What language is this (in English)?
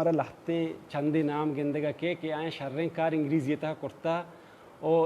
Baluchi